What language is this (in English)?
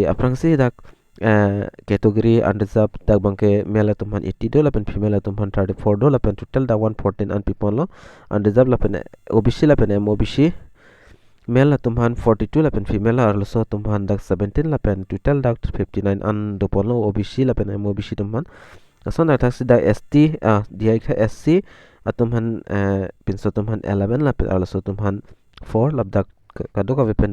Karbi